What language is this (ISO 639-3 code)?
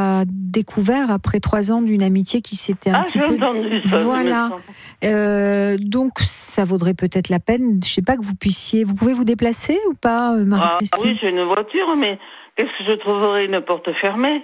fra